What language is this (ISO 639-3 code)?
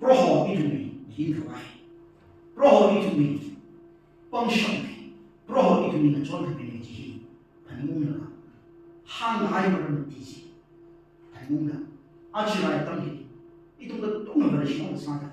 nmf